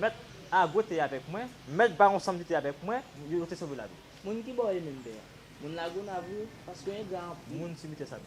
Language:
Haitian Creole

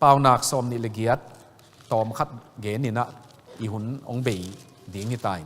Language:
Tedim Chin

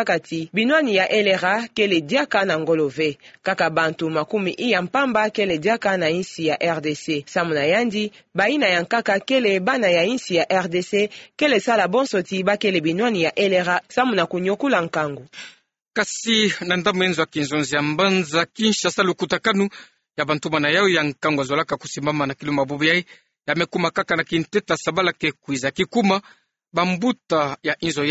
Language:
Kituba (Democratic Republic of Congo)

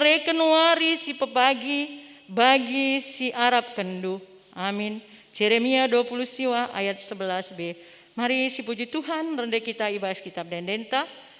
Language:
Batak Karo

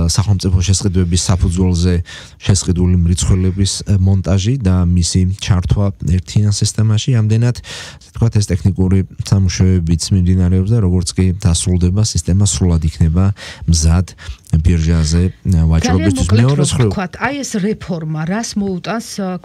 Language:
Georgian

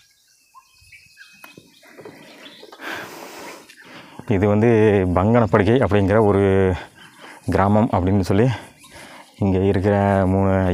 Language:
Tamil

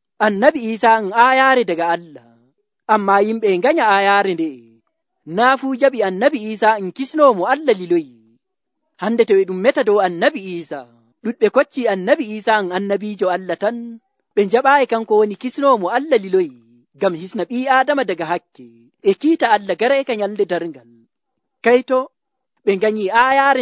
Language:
Nigerian Fulfulde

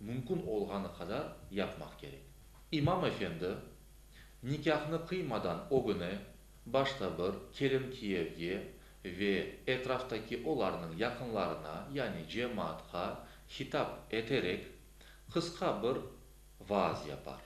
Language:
Crimean Tatar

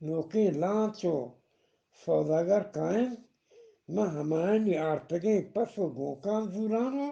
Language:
Eastern Balochi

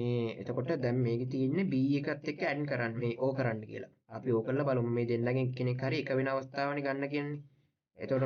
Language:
Sinhala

